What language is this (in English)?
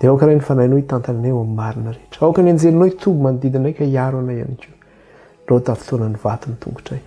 Malagasy